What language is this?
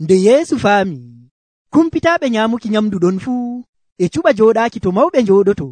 Nigerian Fulfulde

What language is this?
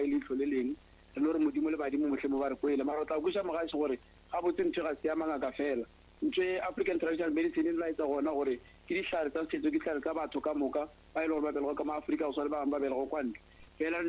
Northern Sotho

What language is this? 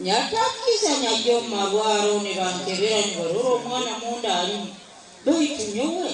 Nyankole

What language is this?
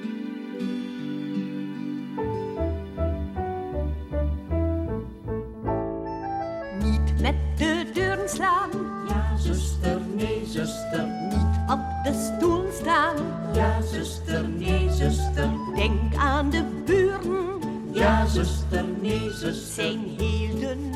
Dutch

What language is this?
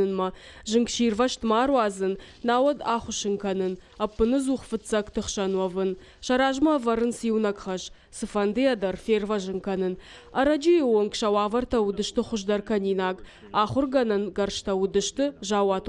Ossetic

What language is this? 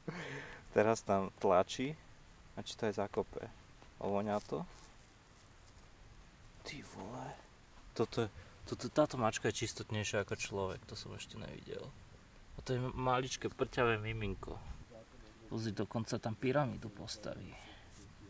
Slovak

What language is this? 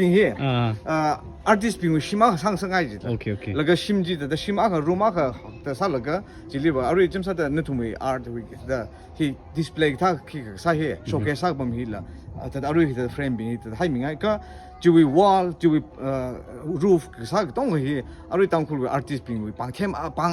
Tangkhul Naga (India)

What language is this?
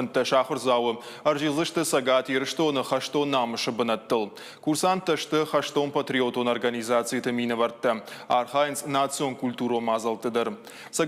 Ossetic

